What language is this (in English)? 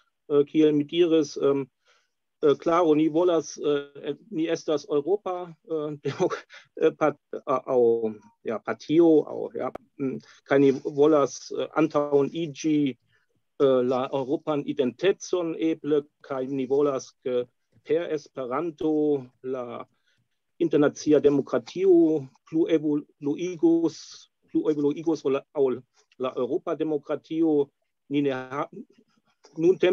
Esperanto